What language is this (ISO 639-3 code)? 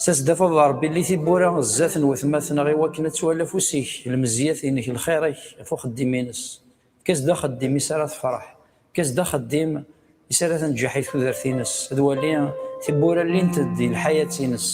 kab